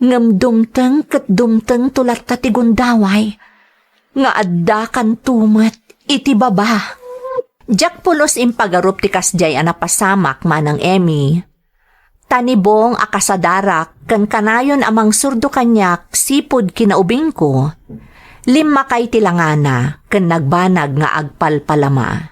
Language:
Iloko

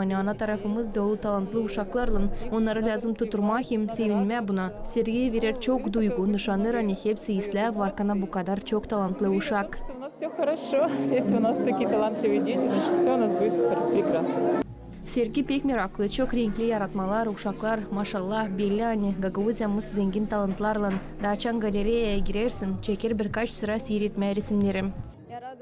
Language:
Gagauz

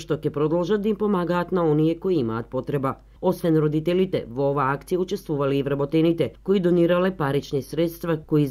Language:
Macedonian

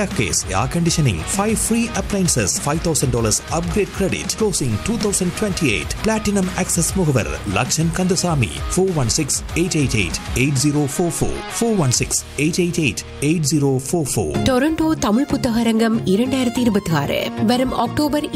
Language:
Tamil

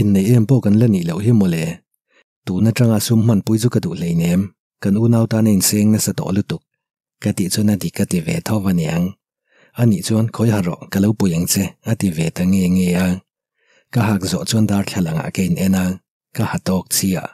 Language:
Mizo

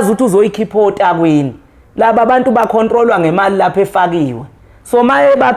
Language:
Zulu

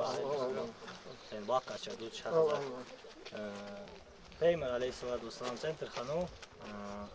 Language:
Ingush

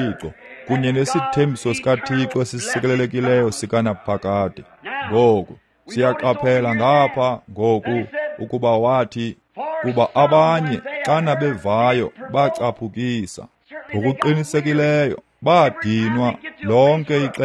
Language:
Xhosa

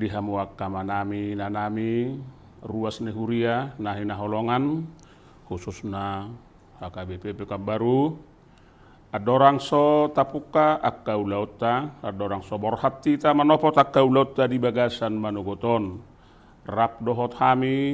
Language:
Batak Toba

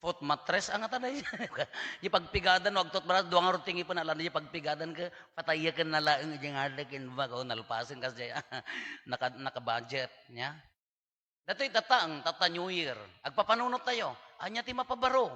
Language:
Iloko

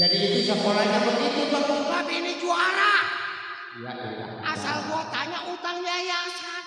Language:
Betawi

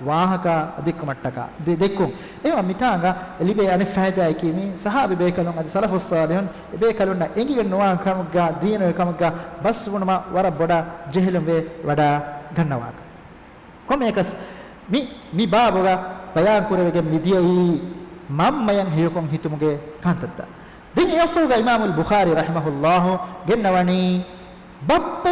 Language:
Divehi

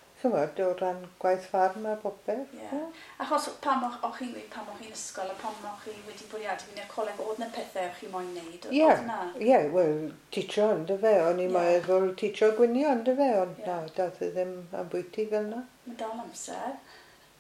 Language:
Welsh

